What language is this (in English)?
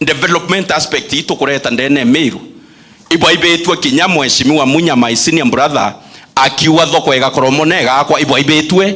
Meru